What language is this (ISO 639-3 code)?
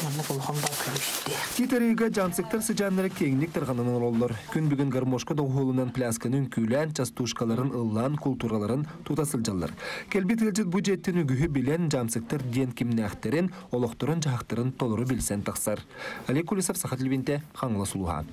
sah